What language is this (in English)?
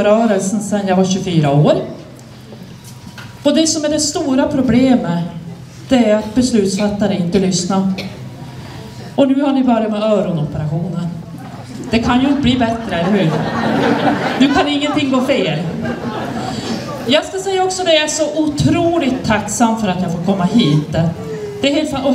Swedish